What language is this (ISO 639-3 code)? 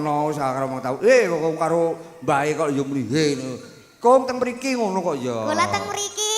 jav